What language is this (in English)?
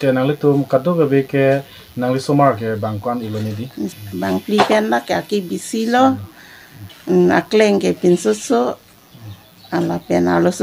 Karbi